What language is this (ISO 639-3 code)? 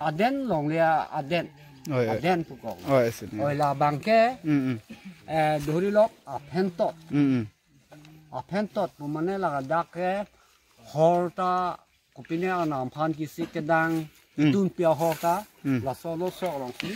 mjw